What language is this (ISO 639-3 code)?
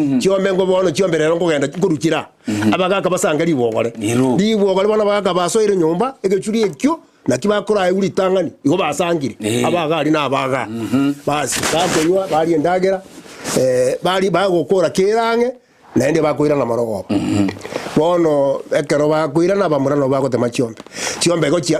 guz